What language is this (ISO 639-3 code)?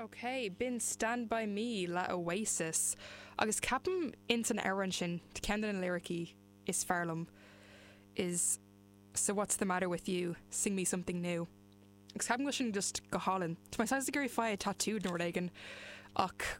gle